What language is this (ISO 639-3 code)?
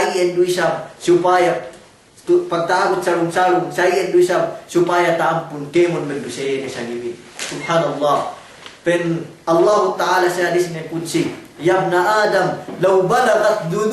yka